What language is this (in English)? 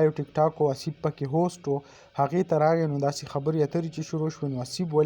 Pashto